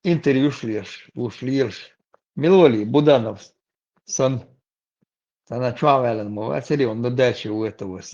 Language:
Chechen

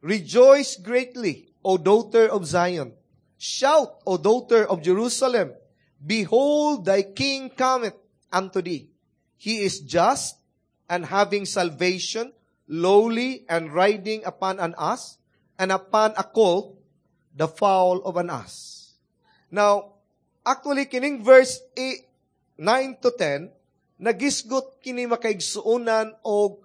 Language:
Cebuano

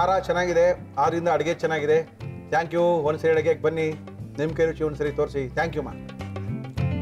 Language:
Kannada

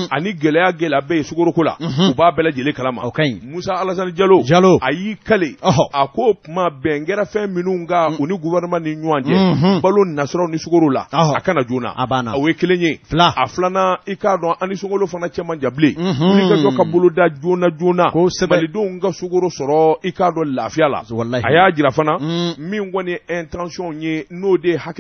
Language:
Bambara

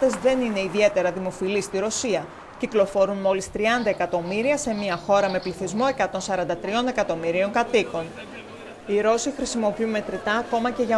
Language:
Greek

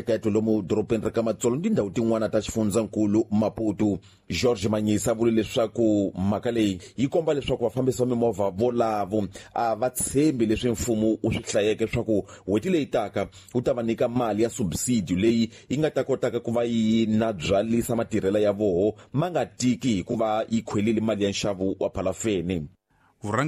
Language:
Tsonga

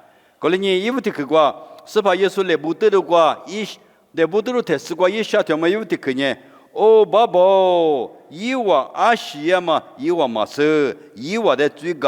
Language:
Lisu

